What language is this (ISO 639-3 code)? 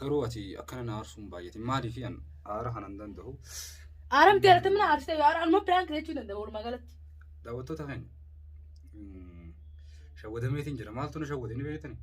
orm